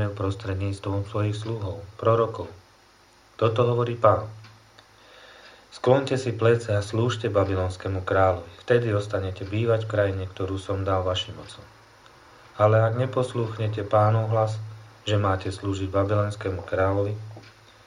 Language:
Slovak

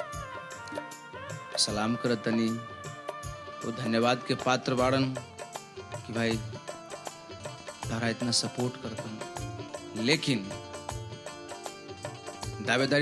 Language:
Bhojpuri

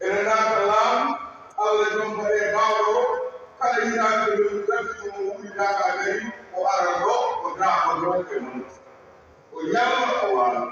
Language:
Fula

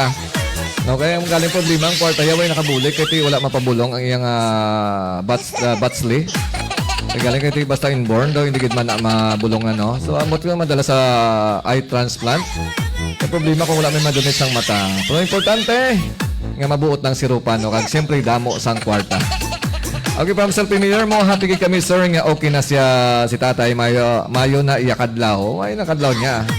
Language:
Hiligaynon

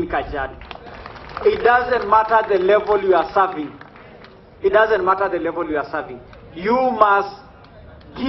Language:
Gusii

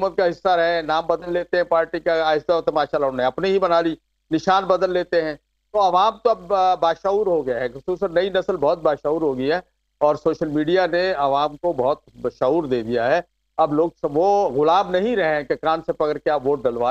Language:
Urdu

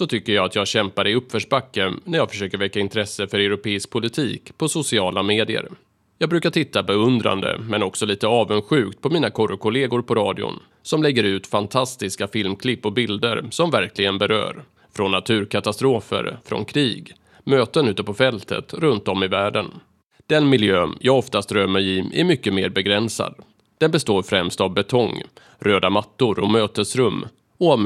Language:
Swedish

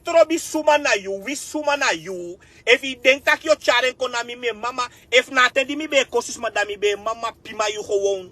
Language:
Sranan Tongo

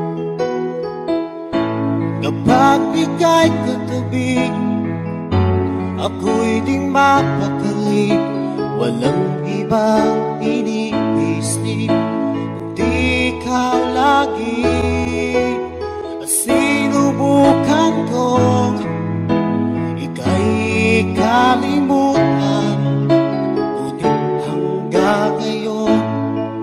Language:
Filipino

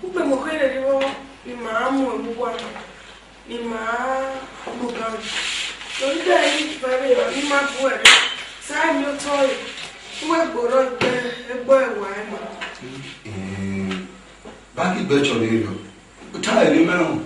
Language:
Esan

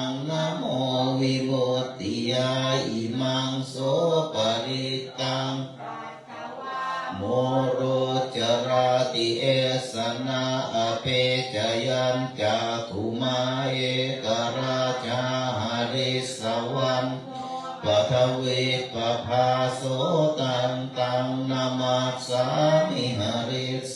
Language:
Pali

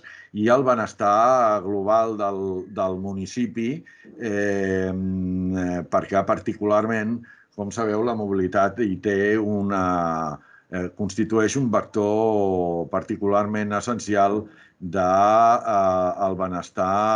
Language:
Catalan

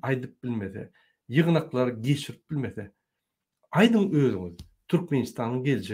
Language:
Turkmen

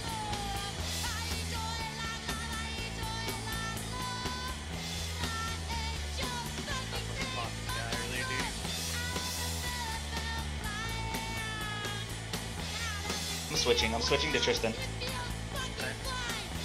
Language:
English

